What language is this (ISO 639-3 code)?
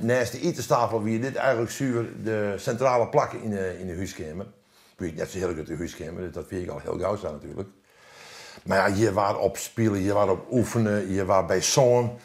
fry